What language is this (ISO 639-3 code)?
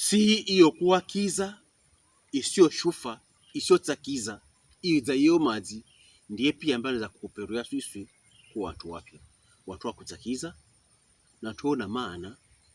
pkb